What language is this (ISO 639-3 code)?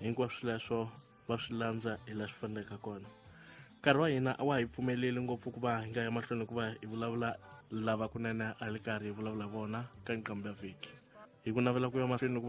tso